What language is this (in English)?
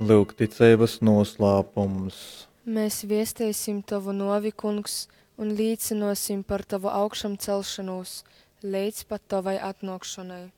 Latgalian